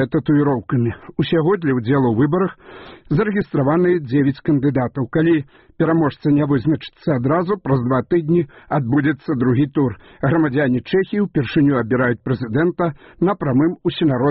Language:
Belarusian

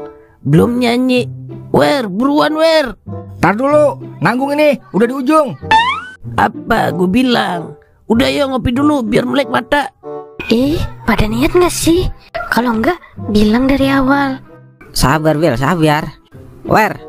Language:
Betawi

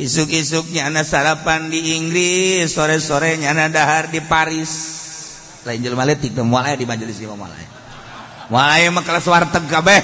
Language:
Sundanese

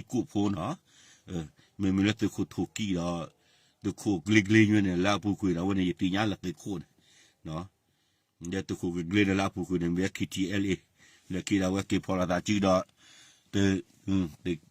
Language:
S'gaw Karen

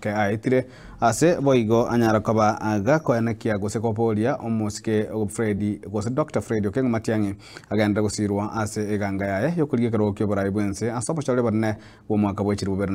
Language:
Gusii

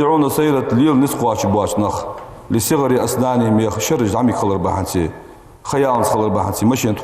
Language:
Ingush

